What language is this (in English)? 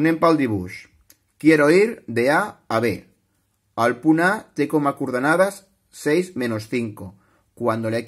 Catalan